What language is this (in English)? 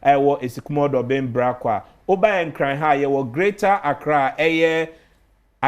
Akan